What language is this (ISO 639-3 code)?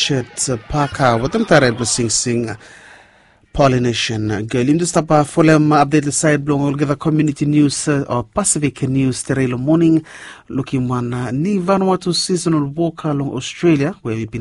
bis